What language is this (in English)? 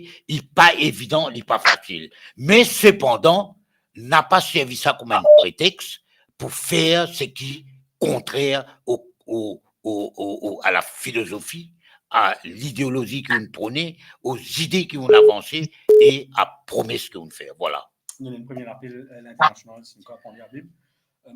Morisyen